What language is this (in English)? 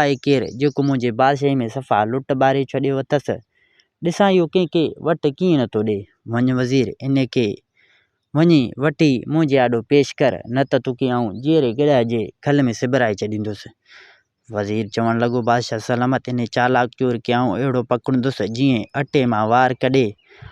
Sindhi